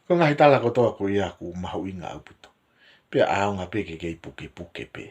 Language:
Tongan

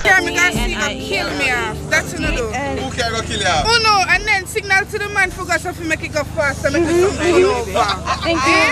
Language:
Jamaican Creole English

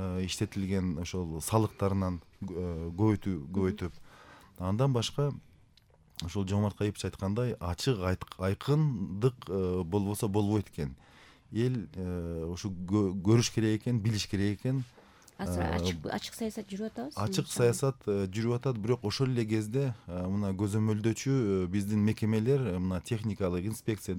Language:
Kyrgyz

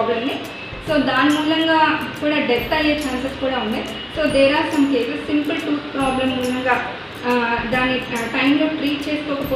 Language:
Telugu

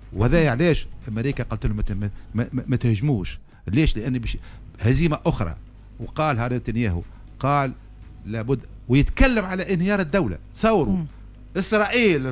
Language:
Tunisian Arabic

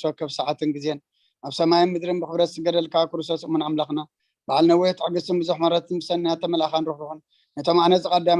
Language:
Tigrinya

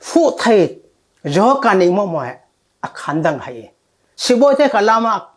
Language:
Falam Chin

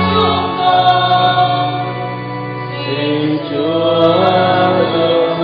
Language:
Vietnamese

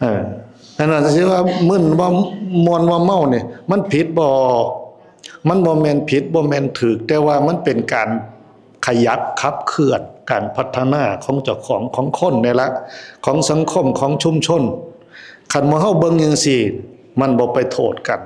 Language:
Northeastern Thai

